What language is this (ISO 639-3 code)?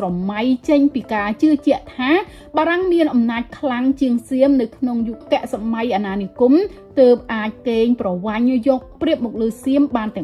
khm